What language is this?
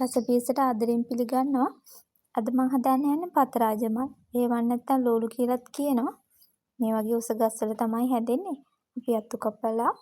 Sinhala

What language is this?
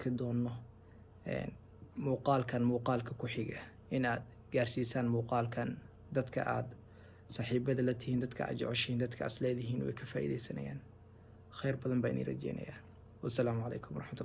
Somali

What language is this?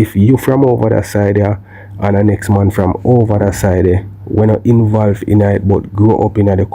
Jamaican Creole English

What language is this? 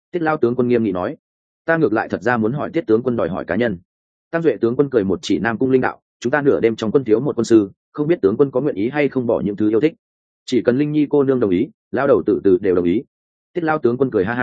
Vietnamese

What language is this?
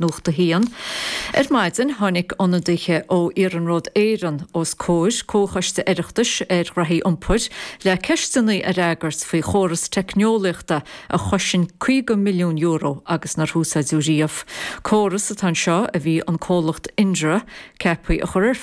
Irish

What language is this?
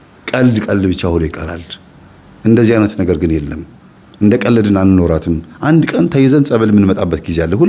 Amharic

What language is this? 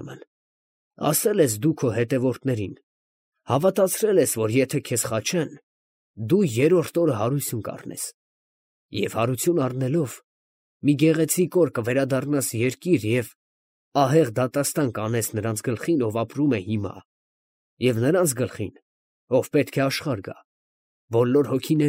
Armenian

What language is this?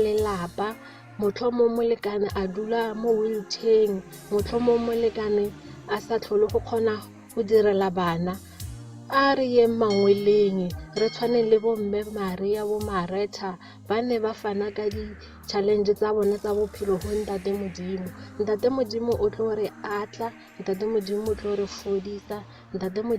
Tswana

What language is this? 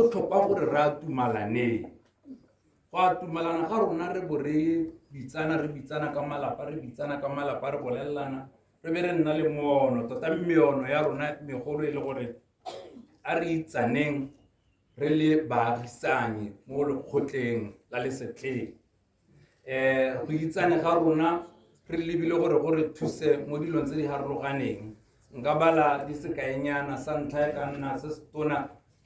Tswana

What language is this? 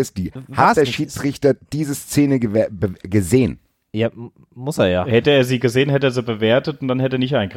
German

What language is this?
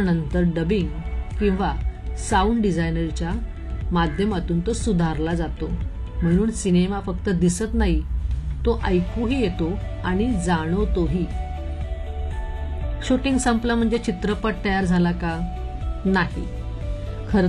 Marathi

